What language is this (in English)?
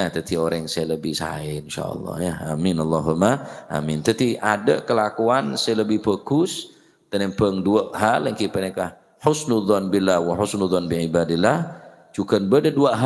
Madurese